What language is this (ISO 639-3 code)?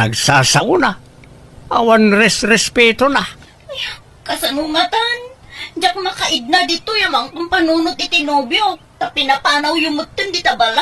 ilo